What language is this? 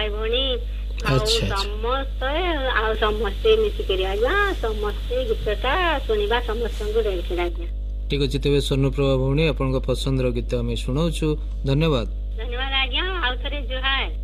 Odia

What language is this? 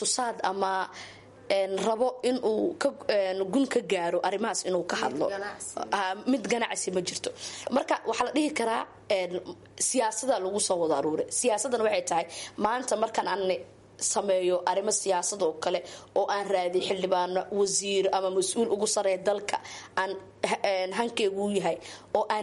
Somali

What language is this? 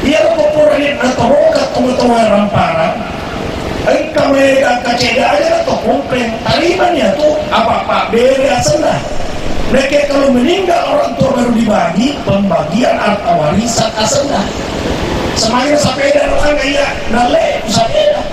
Buginese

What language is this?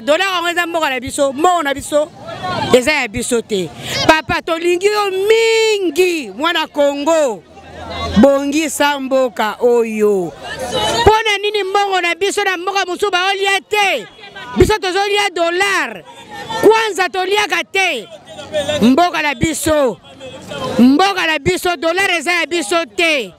Lingala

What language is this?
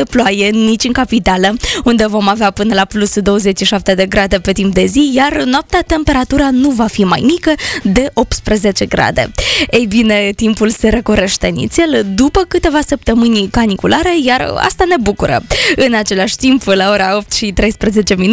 Romanian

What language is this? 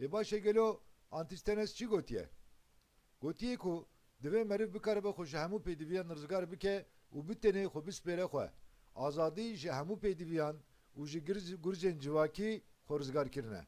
Kurdish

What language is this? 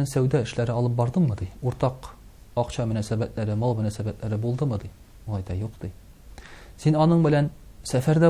Tatar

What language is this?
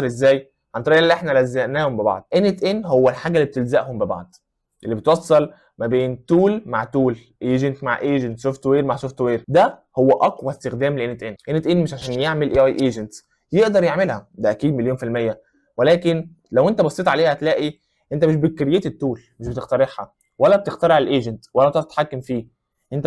Egyptian Arabic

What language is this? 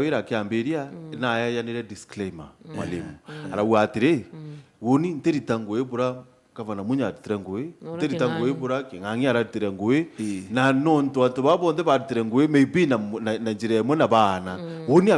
Meru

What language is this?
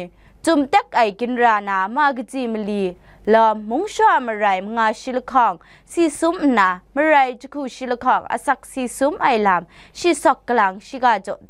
Kachin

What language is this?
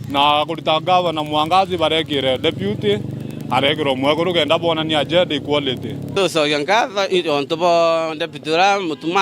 Meru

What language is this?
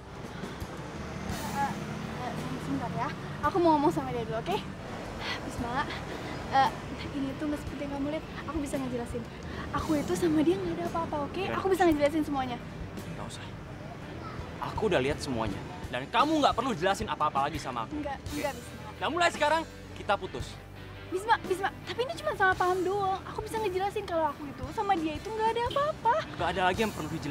Indonesian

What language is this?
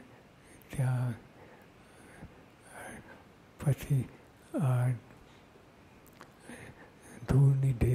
Gujarati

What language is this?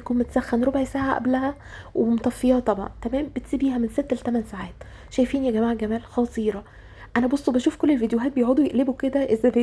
Egyptian Arabic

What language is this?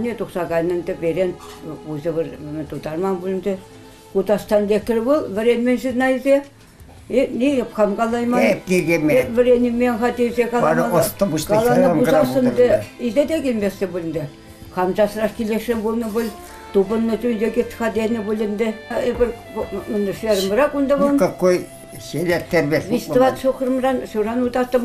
Chuvash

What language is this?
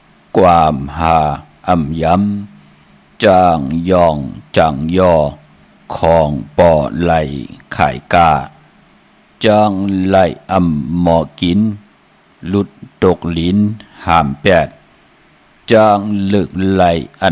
Shan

